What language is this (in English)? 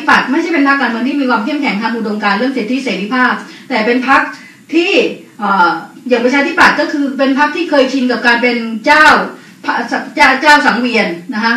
Thai